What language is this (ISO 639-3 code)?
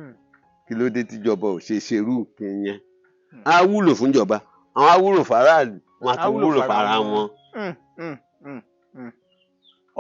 yor